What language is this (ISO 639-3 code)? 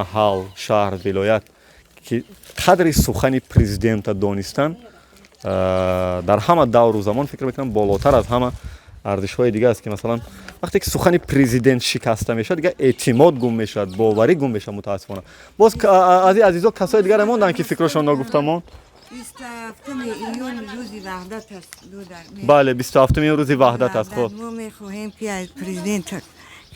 tgk